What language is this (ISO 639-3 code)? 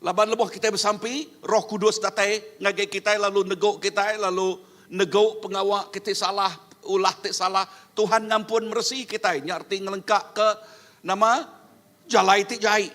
iba